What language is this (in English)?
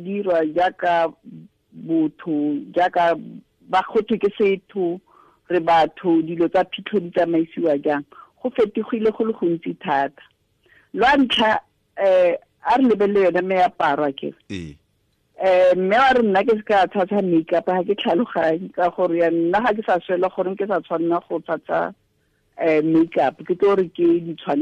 Tswana